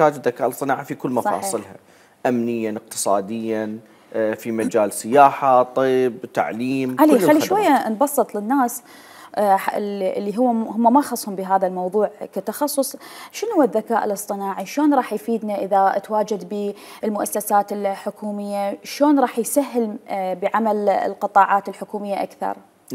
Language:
Mesopotamian Arabic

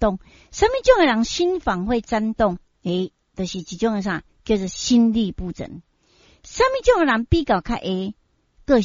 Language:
Min Nan Chinese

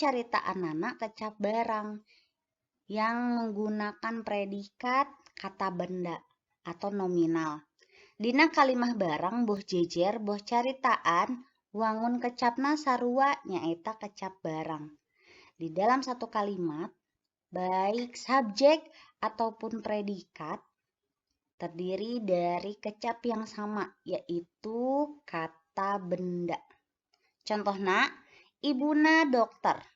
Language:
Sundanese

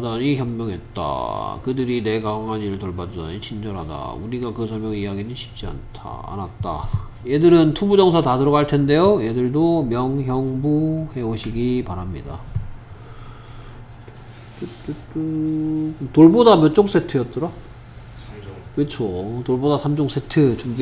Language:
Korean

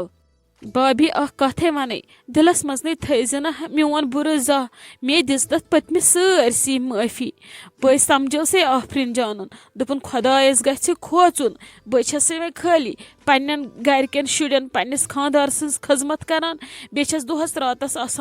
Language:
Kashmiri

